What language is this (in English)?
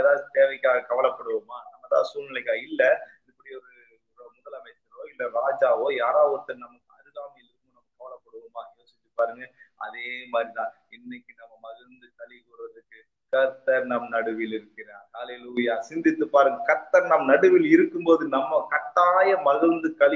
Tamil